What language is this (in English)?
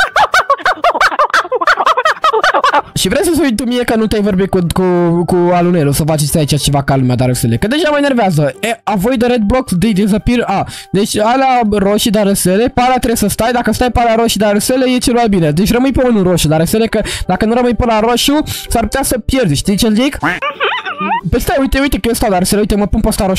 Romanian